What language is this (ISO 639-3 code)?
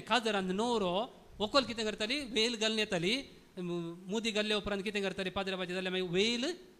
kok